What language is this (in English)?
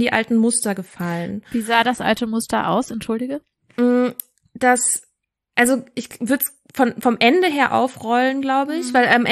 German